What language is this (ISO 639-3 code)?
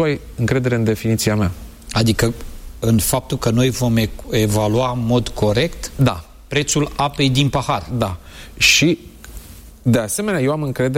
ron